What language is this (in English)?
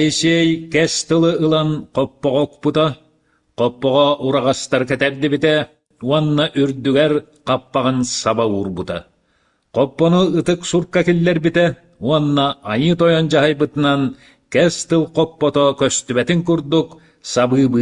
Yakut